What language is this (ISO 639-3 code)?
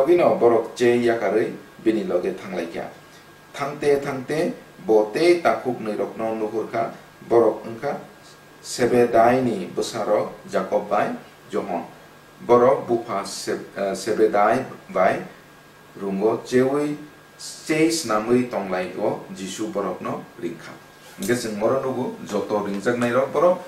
trp